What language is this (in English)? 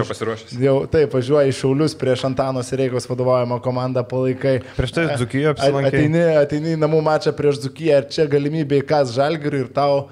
Lithuanian